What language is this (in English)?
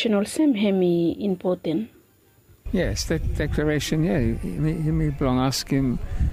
Bislama